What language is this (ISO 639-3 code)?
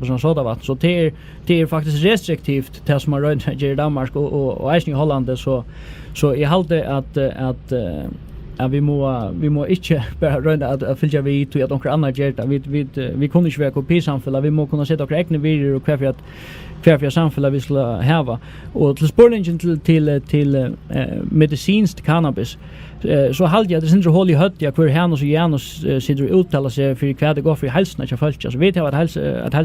fao